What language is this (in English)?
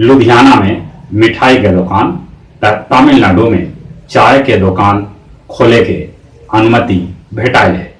Magahi